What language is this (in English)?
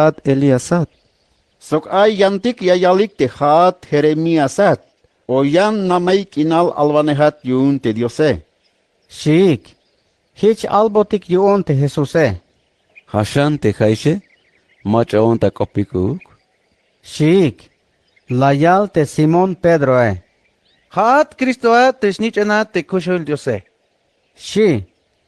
Tzeltal